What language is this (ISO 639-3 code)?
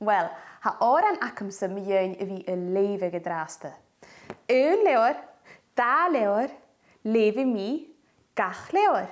gla